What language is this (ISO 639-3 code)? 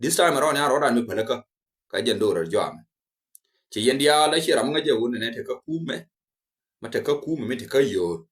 nus